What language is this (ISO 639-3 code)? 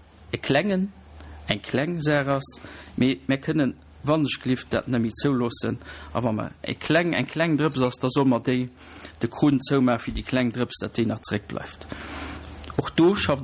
ltz